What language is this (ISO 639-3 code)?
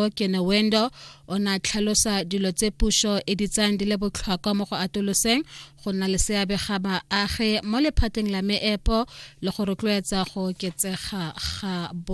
tsn